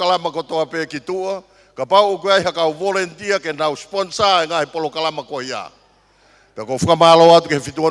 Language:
Tongan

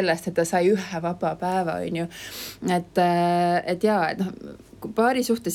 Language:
Estonian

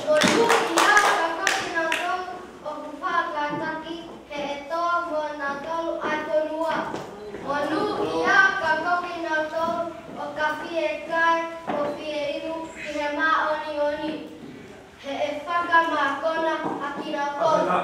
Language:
Tongan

